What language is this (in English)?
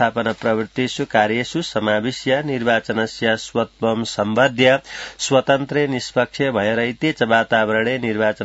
Sanskrit